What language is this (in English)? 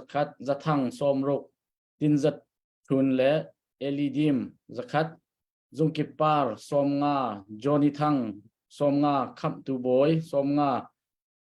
Hakha Chin